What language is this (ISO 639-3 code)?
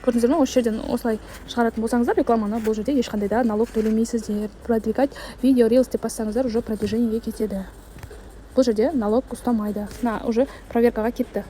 kaz